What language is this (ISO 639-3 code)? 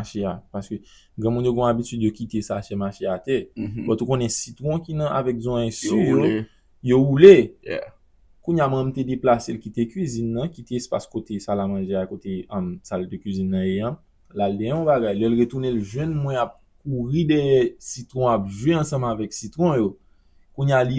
hat